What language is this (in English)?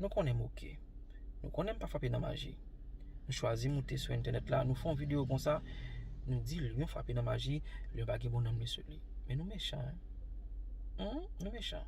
Haitian Creole